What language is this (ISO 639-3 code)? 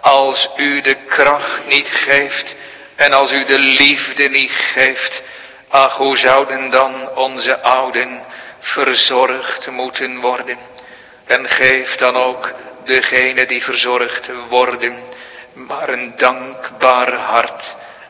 nld